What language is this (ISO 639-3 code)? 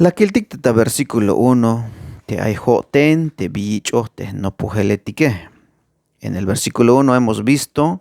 tzh